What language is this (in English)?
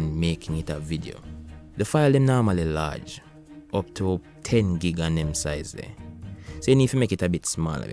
Jamaican Creole English